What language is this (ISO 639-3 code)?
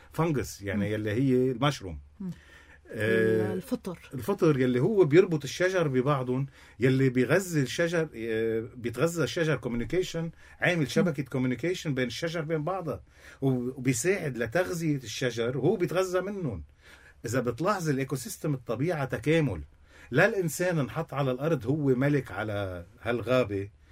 apc